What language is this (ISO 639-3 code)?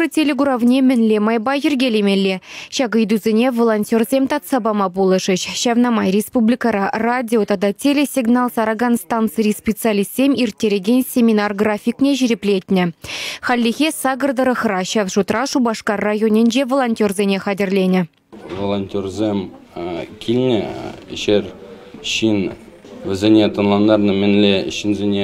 chv